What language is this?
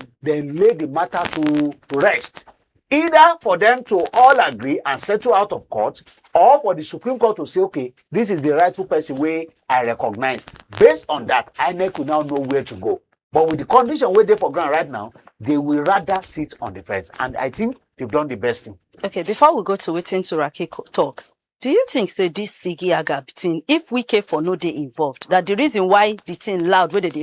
Nigerian Pidgin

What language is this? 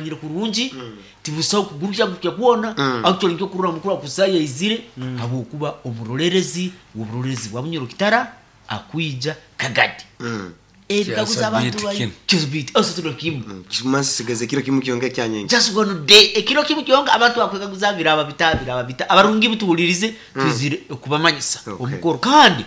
Nyoro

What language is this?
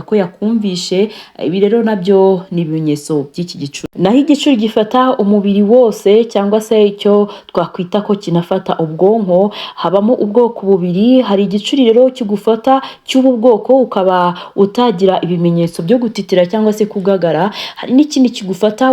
Kinyarwanda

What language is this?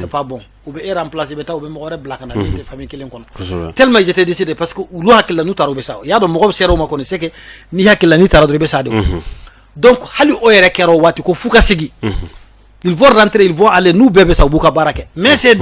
Bambara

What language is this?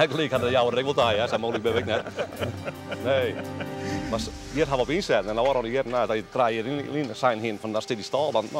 Western Frisian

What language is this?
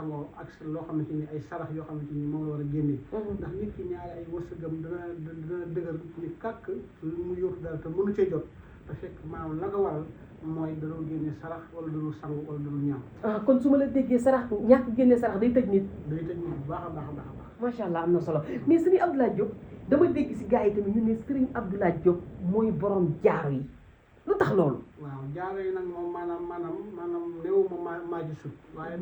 Wolof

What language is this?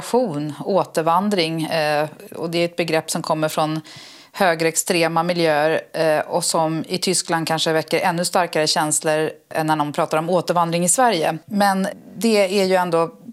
Swedish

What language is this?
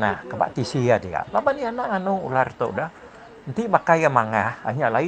Iban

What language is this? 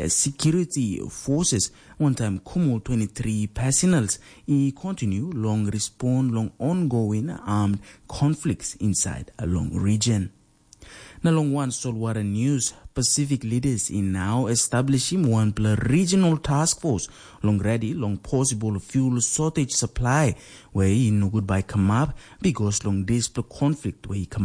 Tok Pisin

